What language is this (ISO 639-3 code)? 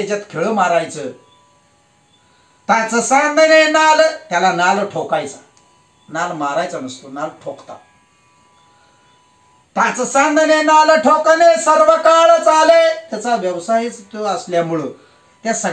mar